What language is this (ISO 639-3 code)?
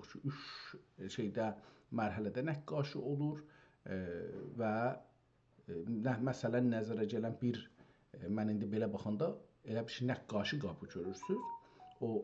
azb